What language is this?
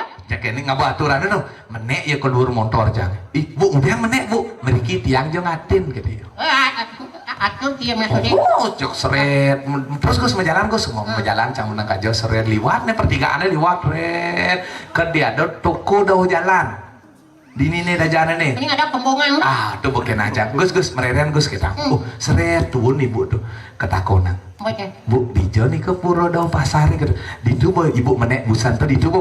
Balinese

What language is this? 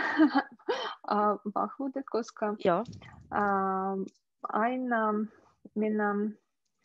Finnish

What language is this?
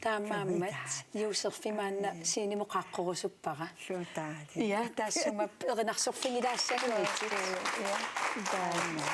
Kalaallisut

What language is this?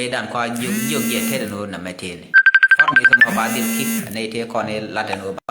Nuer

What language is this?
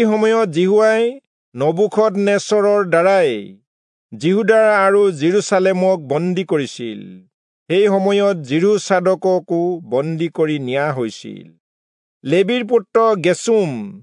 Assamese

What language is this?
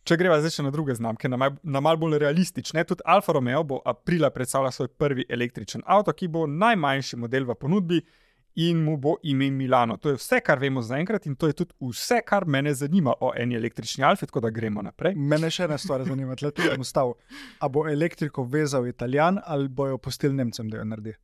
Slovenian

